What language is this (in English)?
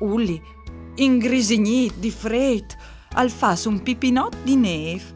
Friulian